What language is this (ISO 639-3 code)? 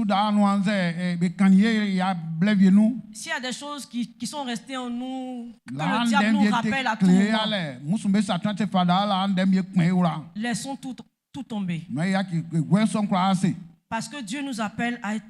bci